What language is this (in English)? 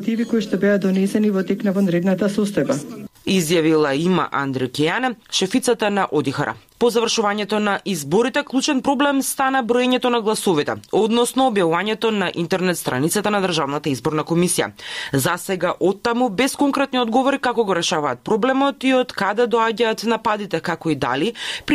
Macedonian